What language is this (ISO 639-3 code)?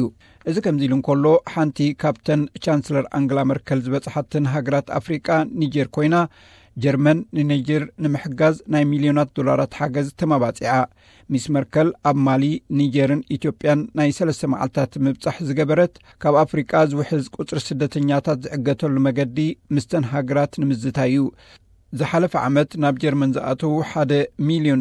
tir